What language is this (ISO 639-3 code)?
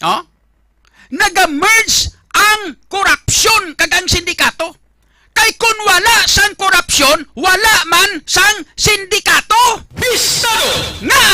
hil